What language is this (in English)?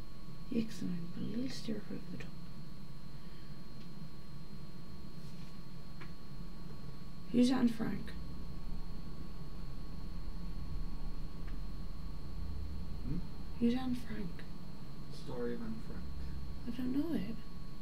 English